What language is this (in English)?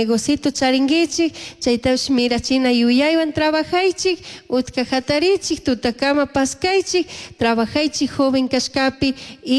Chimborazo Highland Quichua